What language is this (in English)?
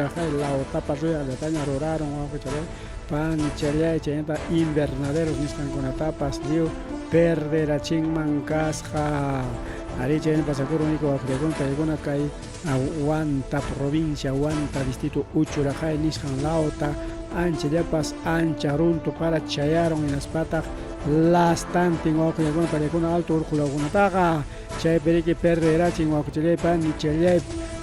Ayacucho Quechua